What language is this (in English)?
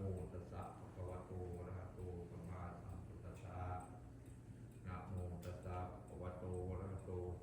Pali